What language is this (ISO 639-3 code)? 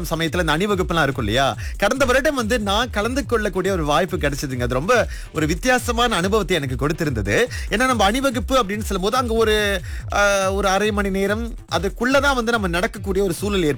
tam